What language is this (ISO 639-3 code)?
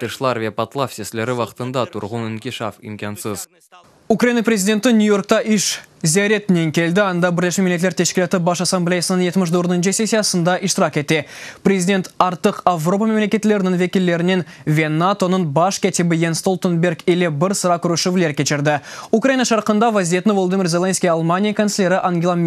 crh